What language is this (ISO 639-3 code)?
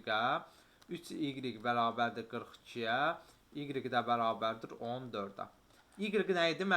aze